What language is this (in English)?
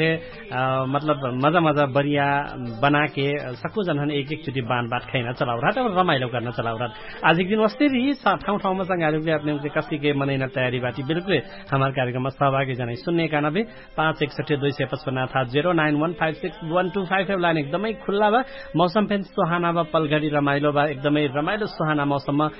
Dangaura Tharu